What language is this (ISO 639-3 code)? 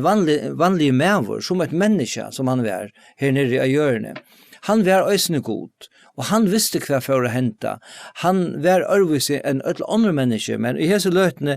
fao